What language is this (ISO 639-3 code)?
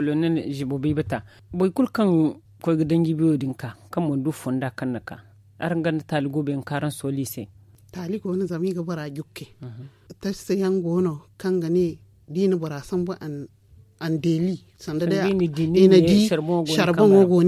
dje